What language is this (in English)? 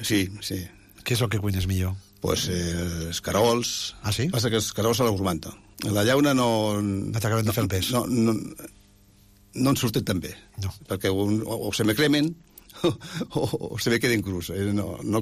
Catalan